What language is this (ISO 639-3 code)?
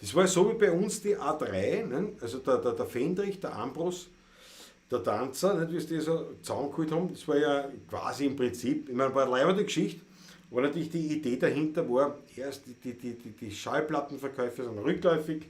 bar